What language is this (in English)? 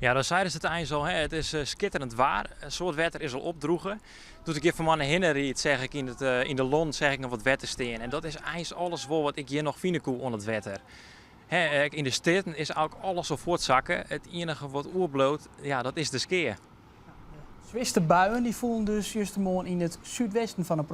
Western Frisian